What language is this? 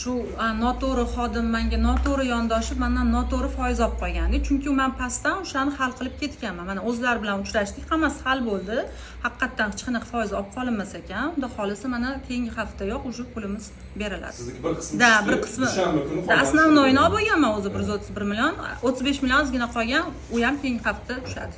Uzbek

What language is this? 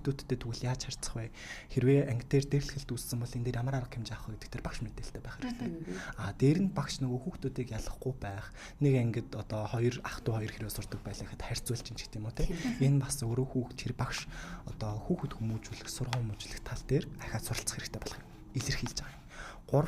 Mongolian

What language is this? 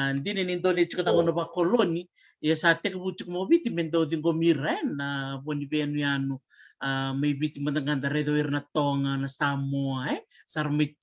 Fijian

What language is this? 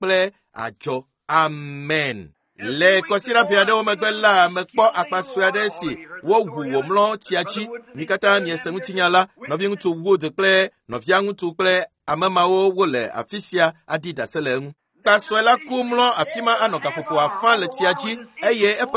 Ewe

